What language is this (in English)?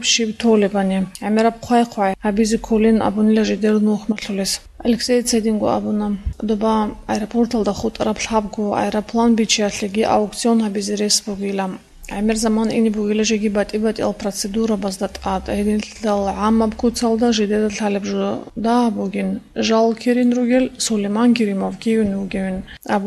Avaric